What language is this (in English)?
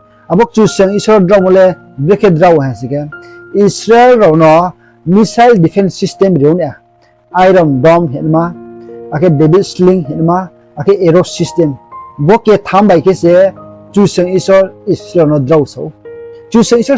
Riang (India)